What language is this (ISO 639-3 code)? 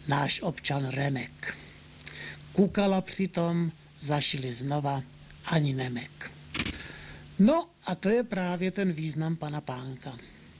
ces